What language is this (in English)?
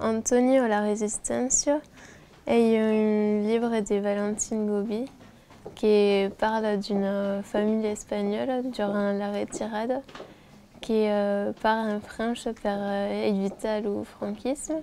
Occitan